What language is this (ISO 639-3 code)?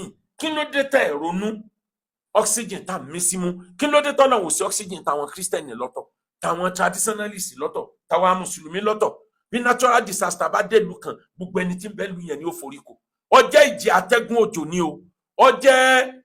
yor